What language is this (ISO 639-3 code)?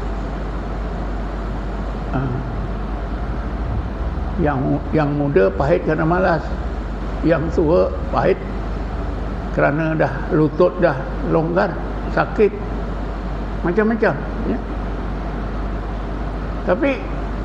msa